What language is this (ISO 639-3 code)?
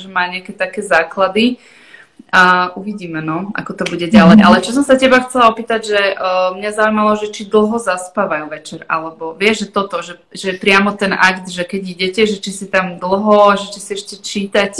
slk